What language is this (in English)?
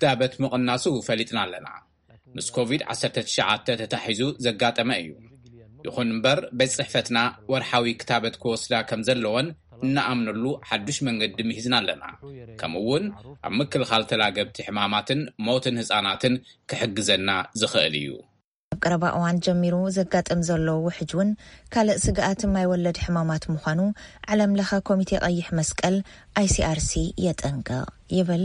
Tigrinya